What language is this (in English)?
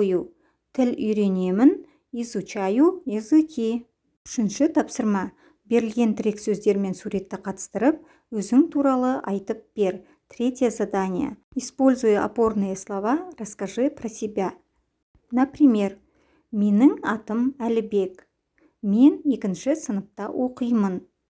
Kazakh